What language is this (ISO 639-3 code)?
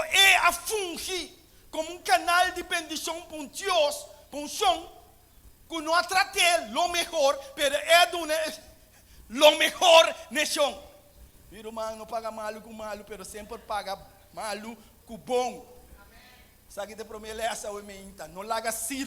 pap